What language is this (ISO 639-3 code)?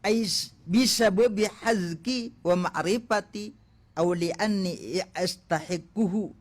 mrw